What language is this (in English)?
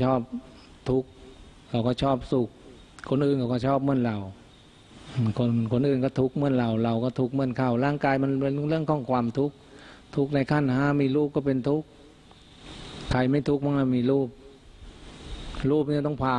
Thai